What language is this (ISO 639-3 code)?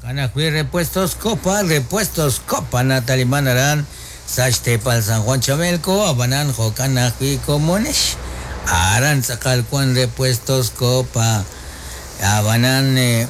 kek